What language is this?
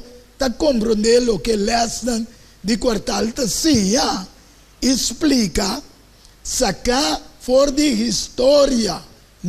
Papiamento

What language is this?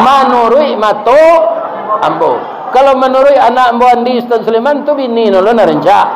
Minangkabau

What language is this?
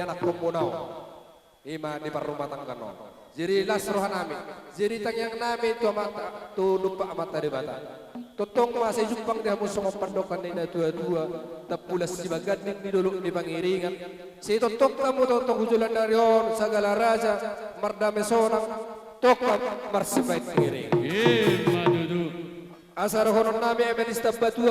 Batak Toba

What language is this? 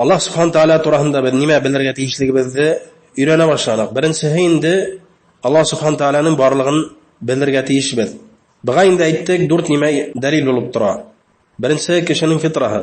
Bashkir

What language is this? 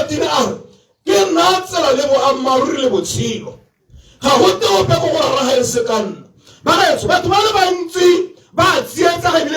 Tswana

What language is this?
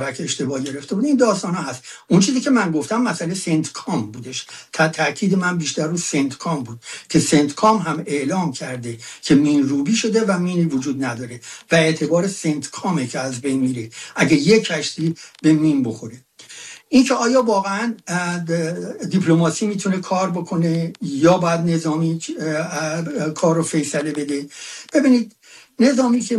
Persian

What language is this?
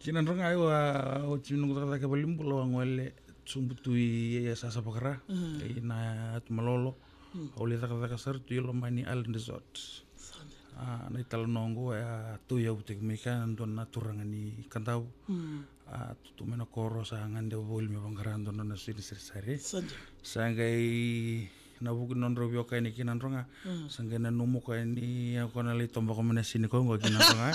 Fijian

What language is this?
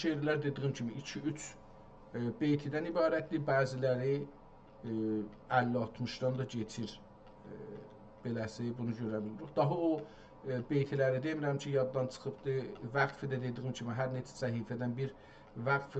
South Azerbaijani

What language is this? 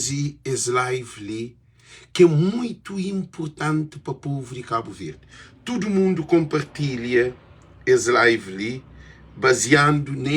Kabuverdianu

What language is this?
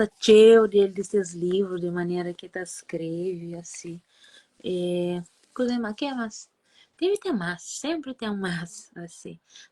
Kabuverdianu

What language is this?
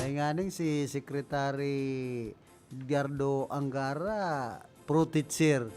Bikol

